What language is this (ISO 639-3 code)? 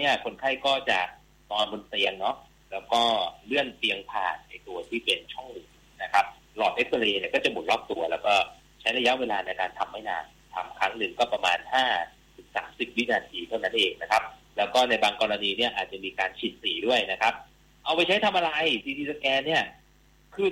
tha